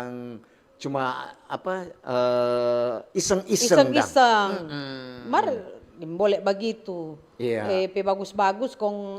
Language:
Manado Malay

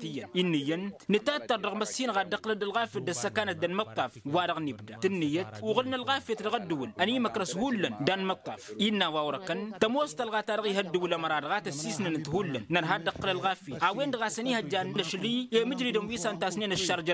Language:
Tamasheq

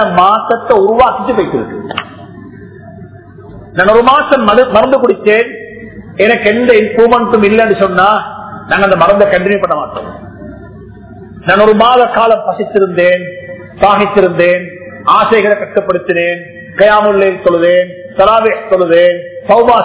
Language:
Tamil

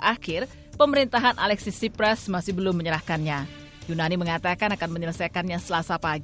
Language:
Indonesian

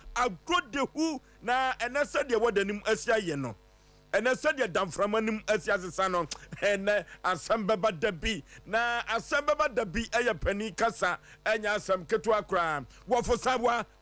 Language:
Akan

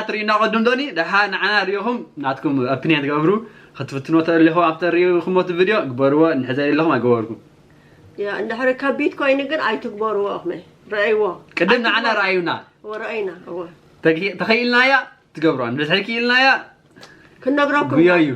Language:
Tigrinya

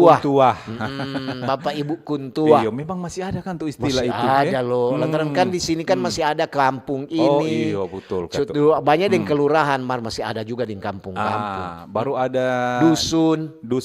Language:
Manado Malay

